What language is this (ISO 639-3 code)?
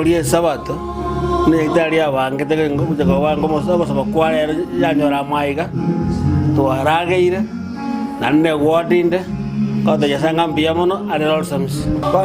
guz